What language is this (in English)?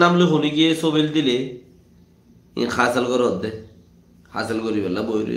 Rohingya